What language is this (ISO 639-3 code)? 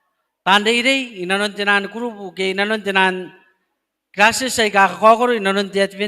gil